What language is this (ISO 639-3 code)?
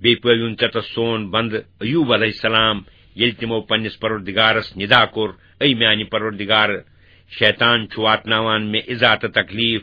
kas